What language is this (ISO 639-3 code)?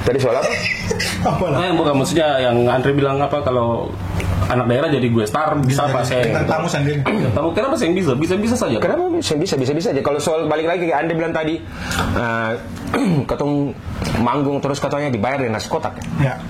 abs